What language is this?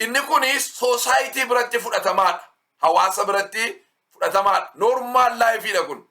Oromo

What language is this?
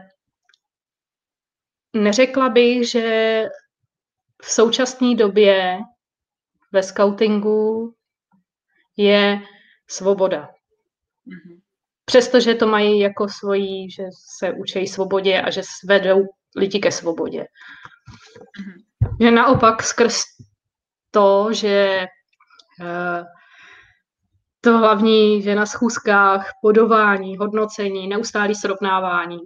Czech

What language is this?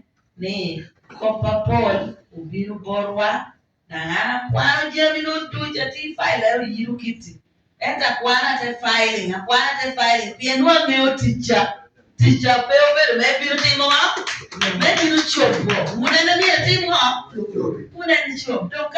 Acoli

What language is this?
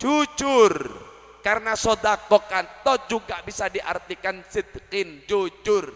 Madurese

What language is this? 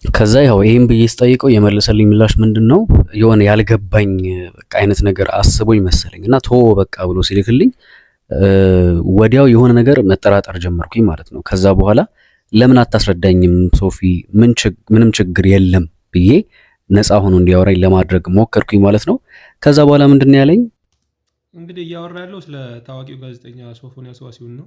Amharic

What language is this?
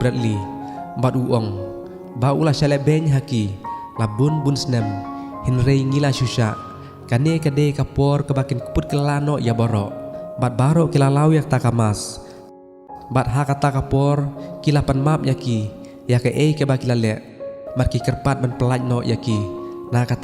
Khasi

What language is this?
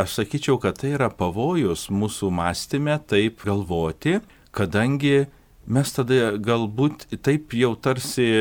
Lithuanian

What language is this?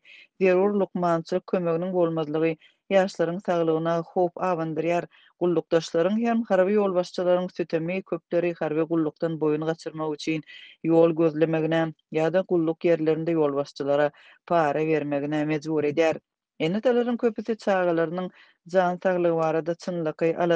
Turkmen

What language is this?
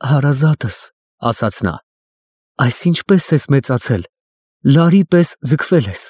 Armenian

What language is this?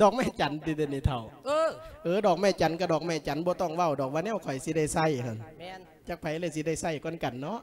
Lao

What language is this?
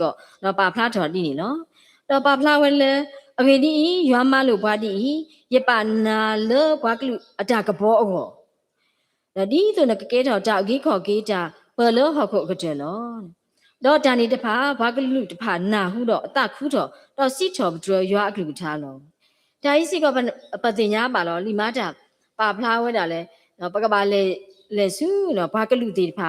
S'gaw Karen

